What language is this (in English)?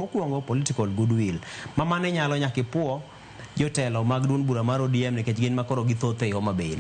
Luo (Kenya and Tanzania)